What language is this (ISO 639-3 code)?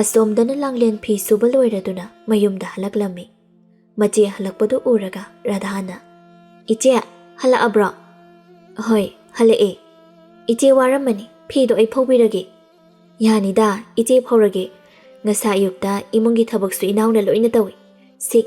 mni